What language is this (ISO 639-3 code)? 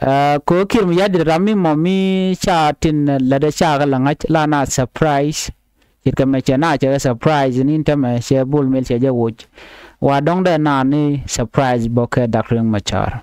nus